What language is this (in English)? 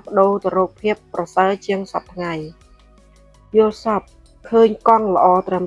Khmer